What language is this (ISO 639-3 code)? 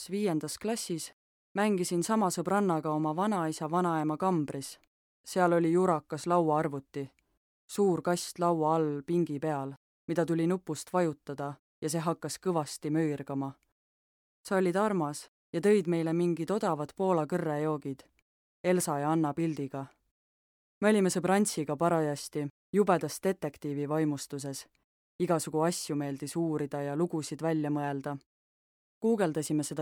est